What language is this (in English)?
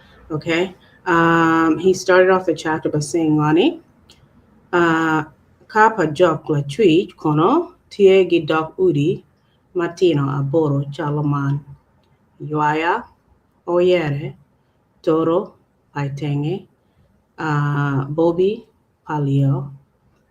Acoli